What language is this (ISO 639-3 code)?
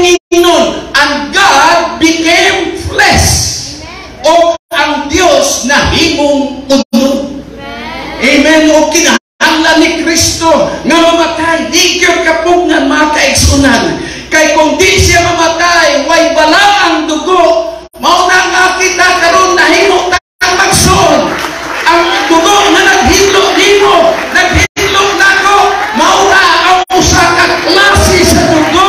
ceb